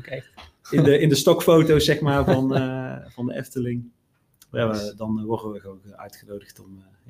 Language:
Dutch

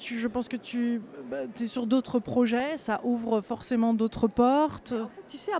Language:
French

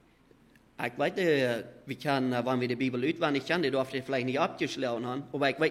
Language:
Plautdietsch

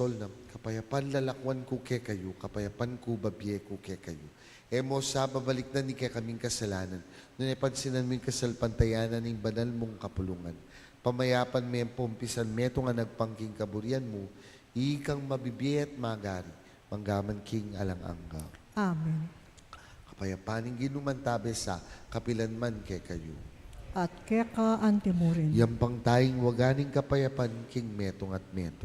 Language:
Pampanga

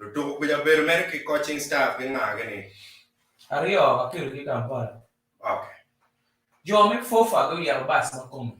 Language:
Acoli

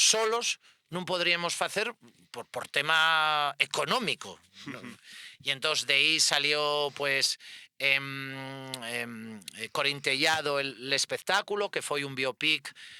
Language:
Asturian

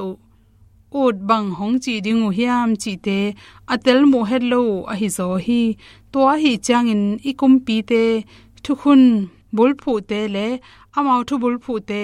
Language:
Tedim Chin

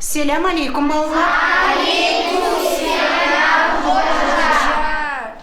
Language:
Crimean Tatar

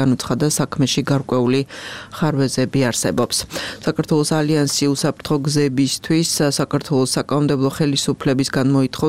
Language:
Georgian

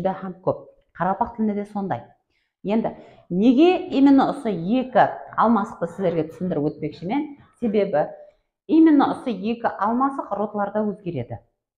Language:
Kara-Kalpak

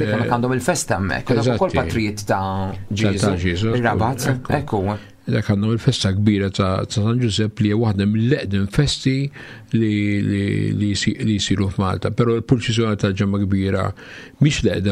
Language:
Maltese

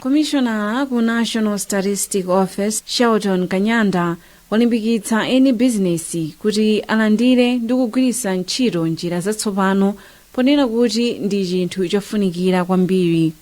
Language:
Nyanja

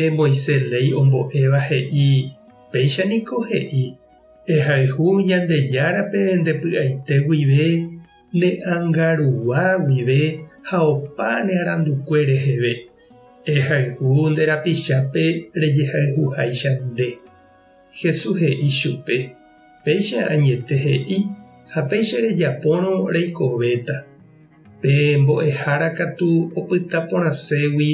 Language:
Guarani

